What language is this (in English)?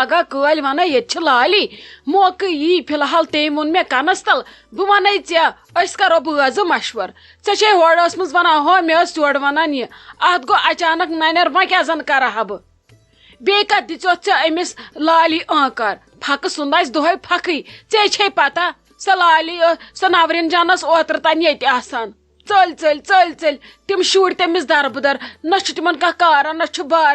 Kashmiri